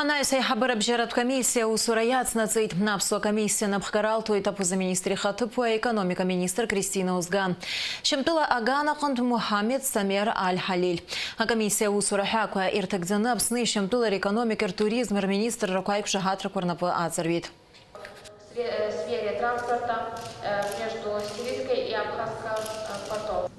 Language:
Abkhazian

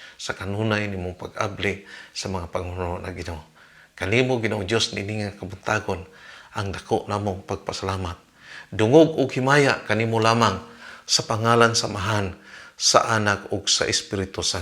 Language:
Cebuano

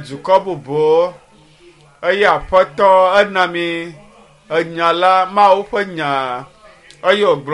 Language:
Ewe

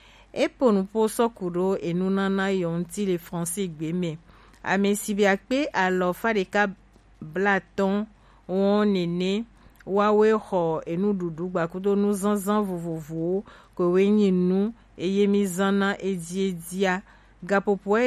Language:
Gen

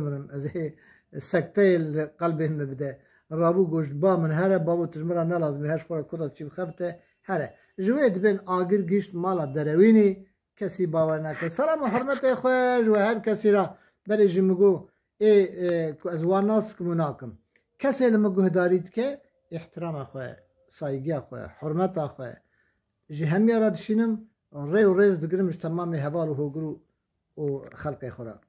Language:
Kurdish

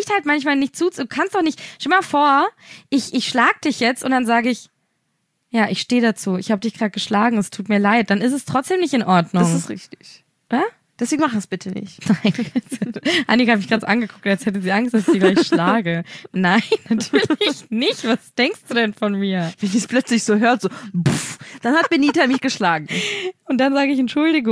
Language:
German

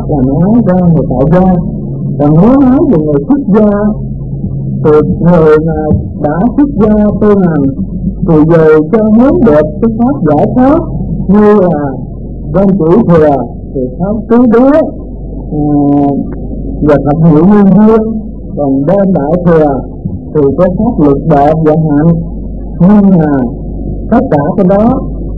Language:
Vietnamese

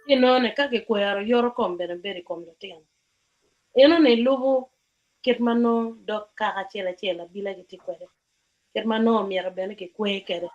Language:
Acoli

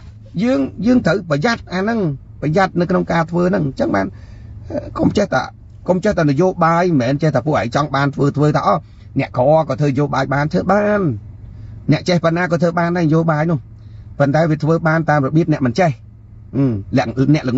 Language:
Khmer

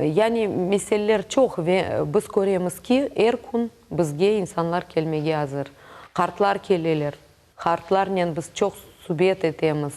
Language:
Crimean Tatar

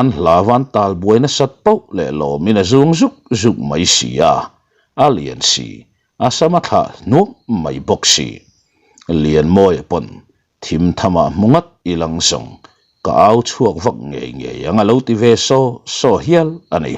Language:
Mizo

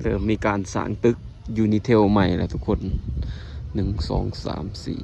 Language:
Lao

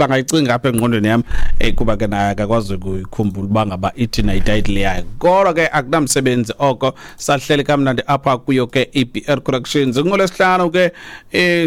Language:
Xhosa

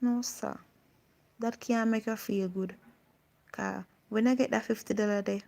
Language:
Jamaican Creole English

